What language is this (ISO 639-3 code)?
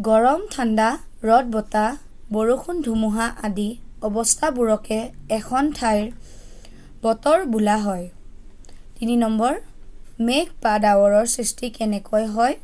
asm